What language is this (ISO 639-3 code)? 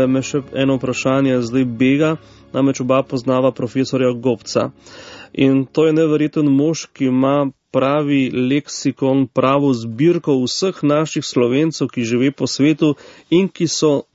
slv